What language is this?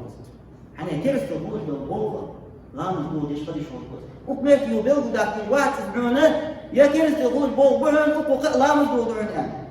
Ingush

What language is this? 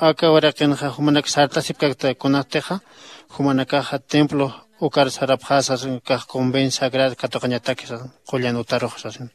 Aymara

